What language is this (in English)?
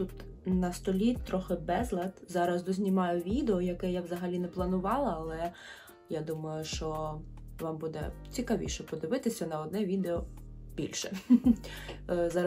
Ukrainian